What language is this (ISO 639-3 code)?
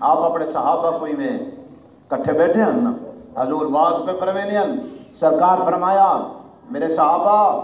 skr